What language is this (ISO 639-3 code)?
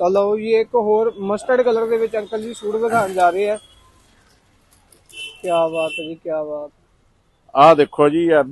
pan